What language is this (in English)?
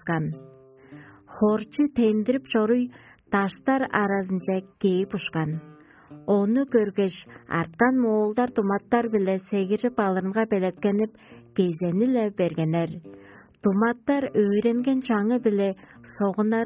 Tuvinian